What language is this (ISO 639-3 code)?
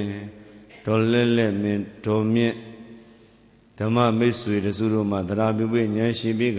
mya